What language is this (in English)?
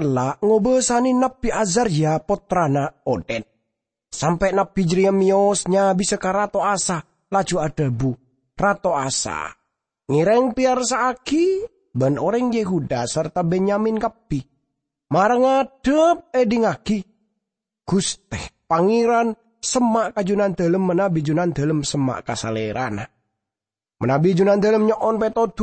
Madurese